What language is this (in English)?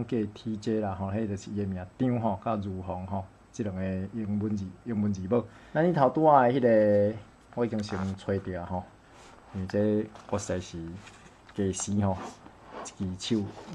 Min Nan Chinese